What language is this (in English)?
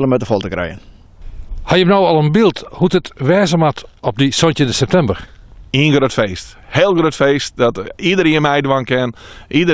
Western Frisian